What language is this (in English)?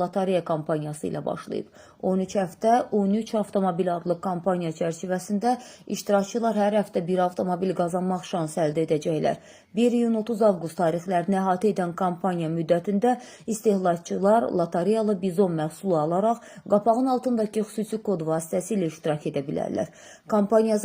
Azerbaijani